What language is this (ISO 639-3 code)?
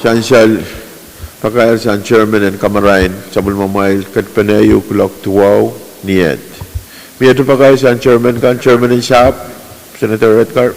pon